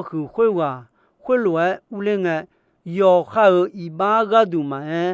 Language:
Akha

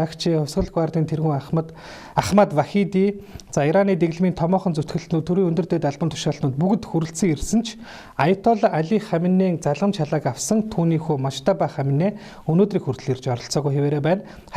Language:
Mongolian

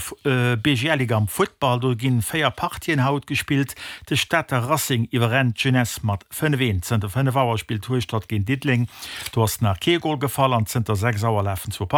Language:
Luxembourgish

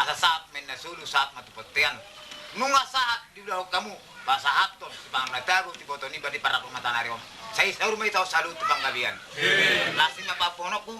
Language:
Batak Toba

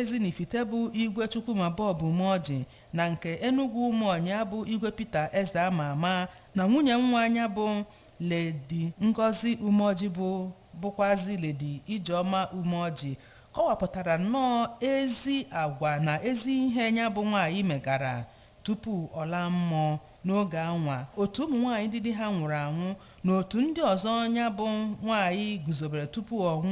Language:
Igbo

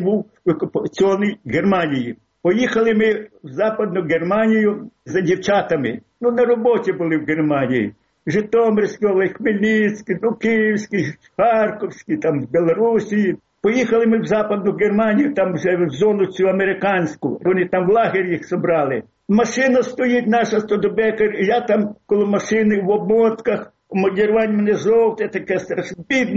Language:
Ukrainian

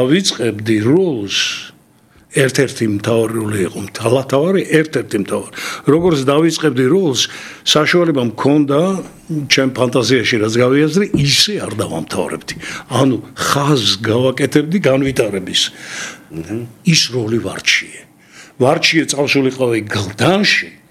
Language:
Georgian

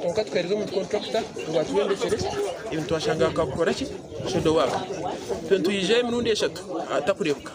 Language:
Nyankole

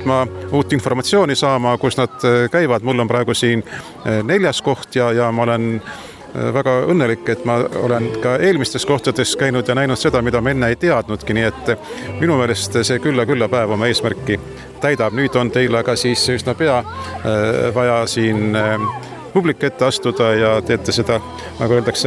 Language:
Estonian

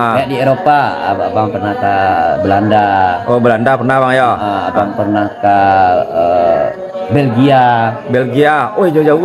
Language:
Minangkabau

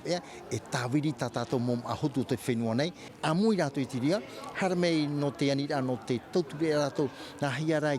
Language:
Tahitian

